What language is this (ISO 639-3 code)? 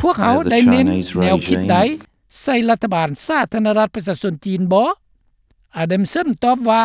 lao